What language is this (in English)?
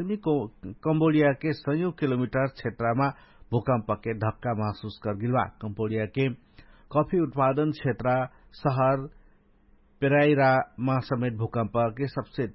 Dangaura Tharu